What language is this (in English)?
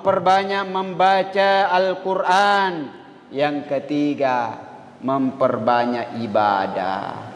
Buginese